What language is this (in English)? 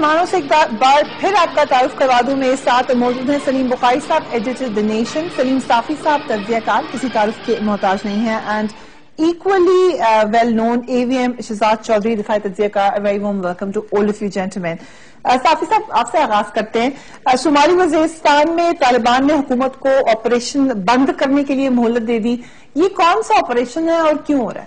Urdu